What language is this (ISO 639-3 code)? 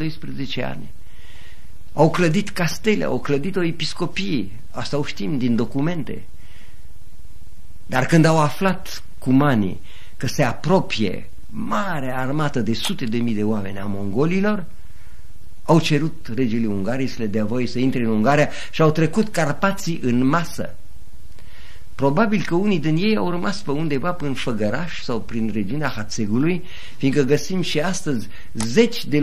ron